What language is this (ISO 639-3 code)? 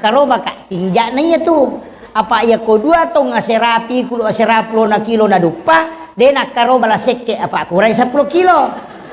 bug